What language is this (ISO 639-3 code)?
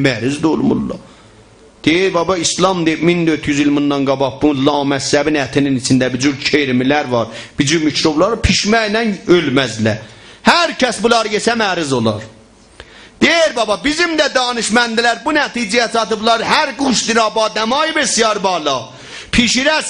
azb